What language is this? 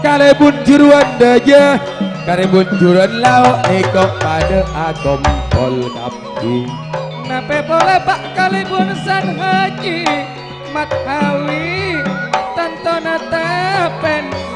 Madurese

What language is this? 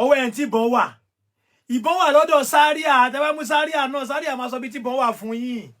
Yoruba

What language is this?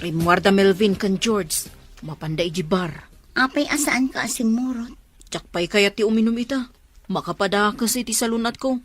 Iloko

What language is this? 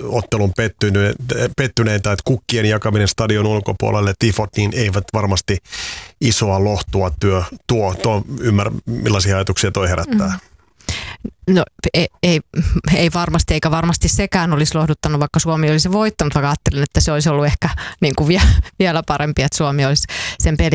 Finnish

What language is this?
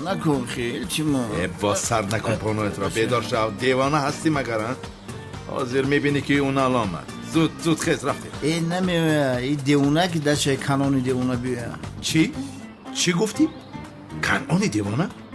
Tajik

